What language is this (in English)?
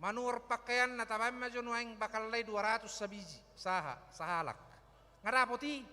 Batak Toba